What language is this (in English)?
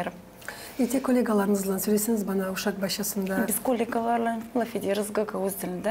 Gagauz